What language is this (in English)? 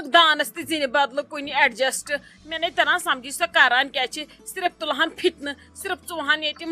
Kashmiri